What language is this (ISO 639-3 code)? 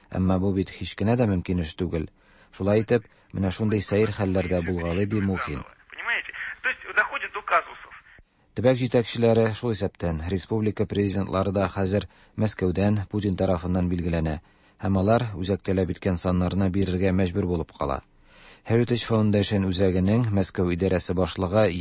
tat